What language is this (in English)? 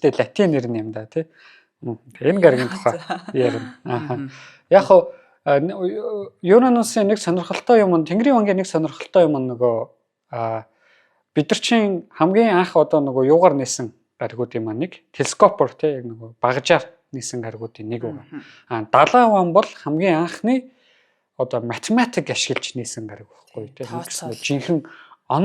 Mongolian